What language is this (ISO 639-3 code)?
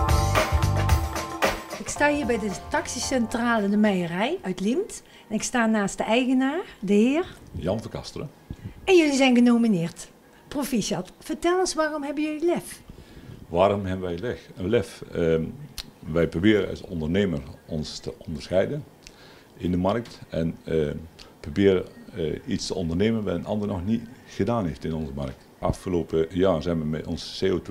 nld